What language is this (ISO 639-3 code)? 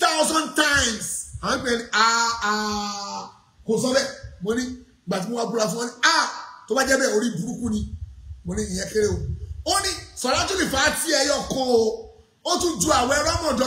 yor